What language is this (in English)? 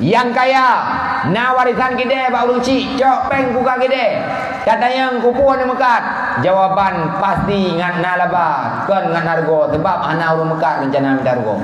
Achinese